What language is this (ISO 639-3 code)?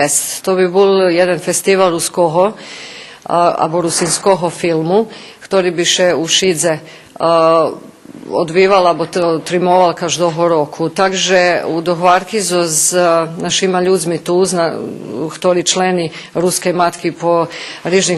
rue